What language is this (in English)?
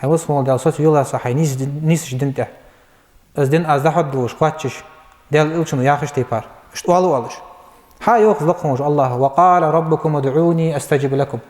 Ingush